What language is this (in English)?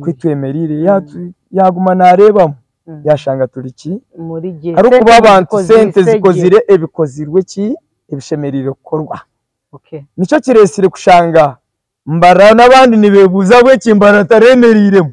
Nyankole